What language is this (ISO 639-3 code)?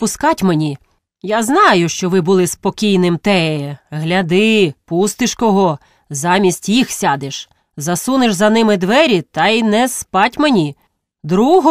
ukr